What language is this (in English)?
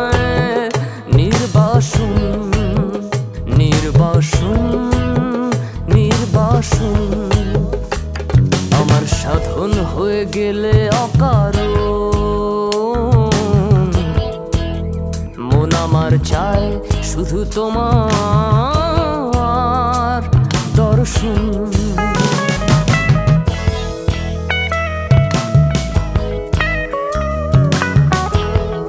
Bangla